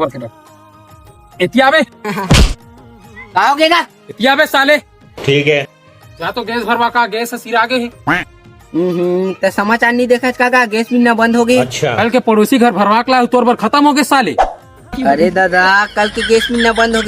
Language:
Chhattisgarhi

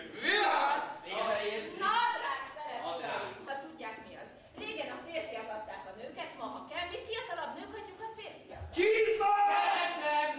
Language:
Hungarian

